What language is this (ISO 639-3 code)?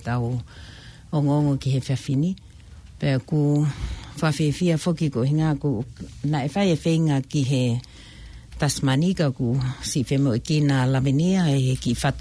ton